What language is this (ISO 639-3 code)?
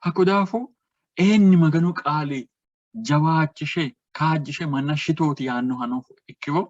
sid